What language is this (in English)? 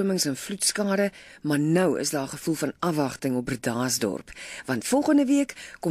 Afrikaans